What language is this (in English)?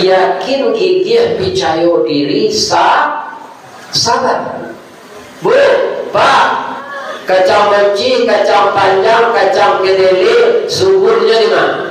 Minangkabau